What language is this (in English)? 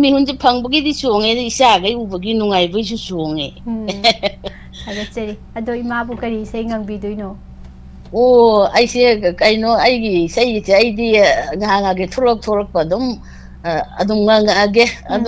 Manipuri